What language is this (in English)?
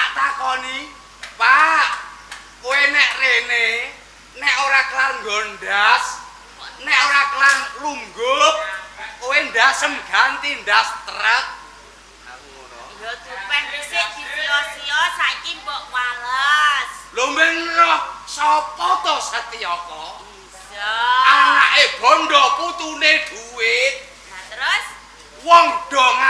Javanese